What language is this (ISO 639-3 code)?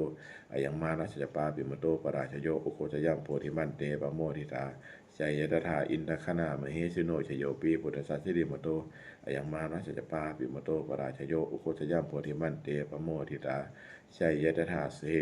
pli